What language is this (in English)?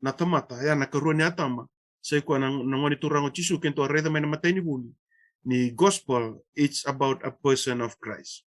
Fijian